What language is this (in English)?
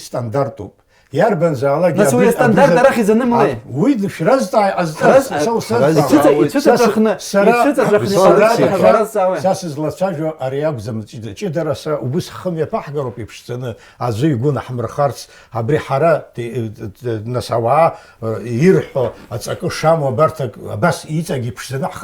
Abkhazian